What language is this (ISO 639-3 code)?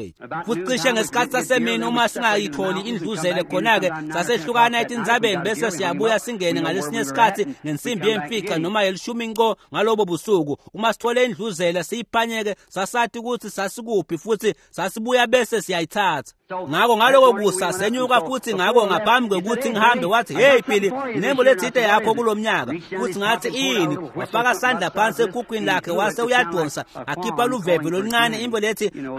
ssw